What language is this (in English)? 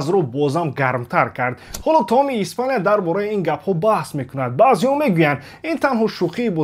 Tajik